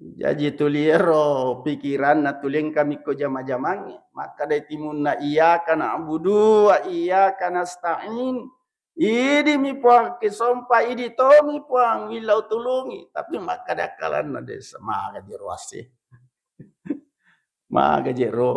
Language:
Buginese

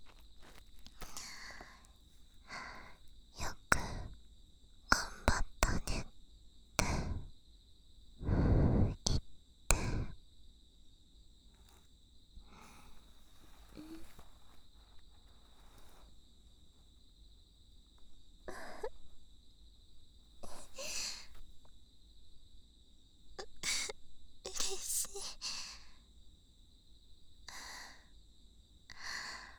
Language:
Japanese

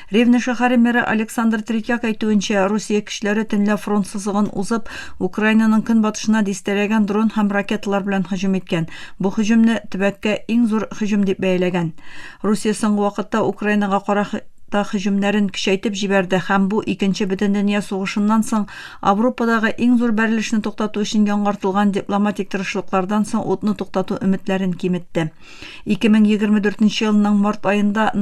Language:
Tatar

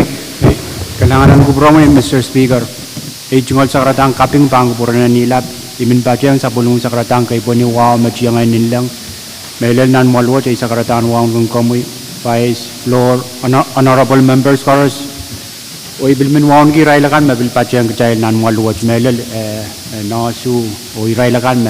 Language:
Pohnpeian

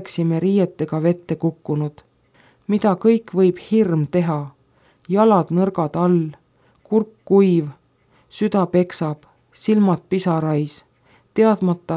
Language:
Estonian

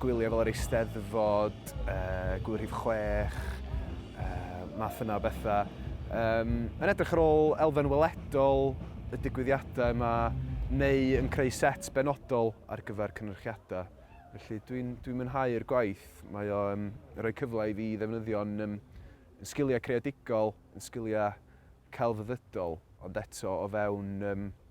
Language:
Welsh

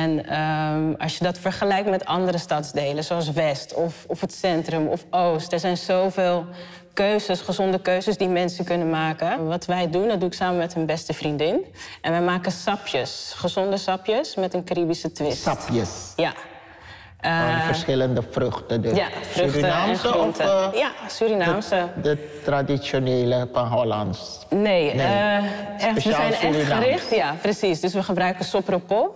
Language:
Dutch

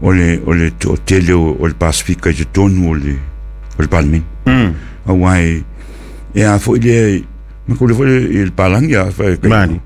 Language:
Samoan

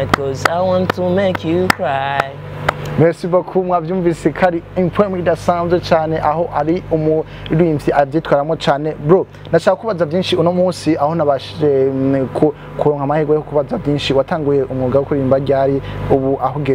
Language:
Rundi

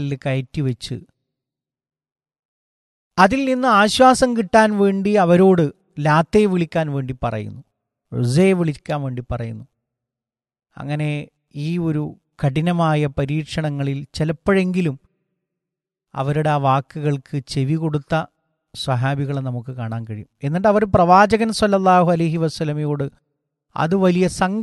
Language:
Malayalam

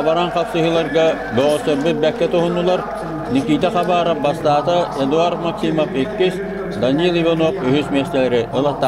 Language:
Yakut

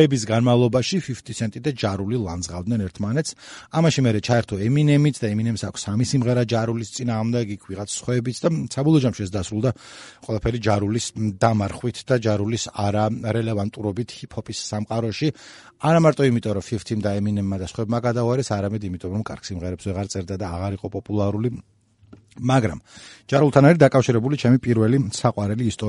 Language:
Georgian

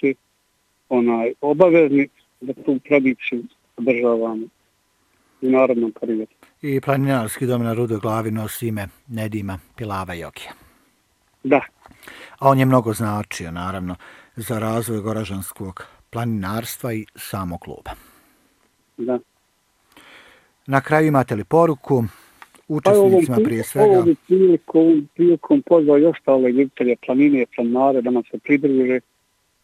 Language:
Bosnian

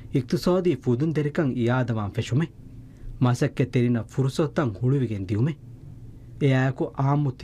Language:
Divehi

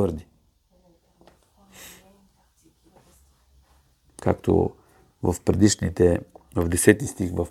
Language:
Bulgarian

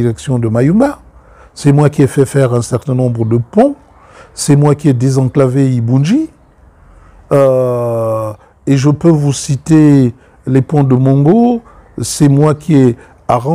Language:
French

